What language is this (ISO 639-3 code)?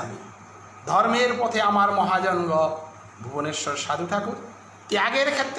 bpy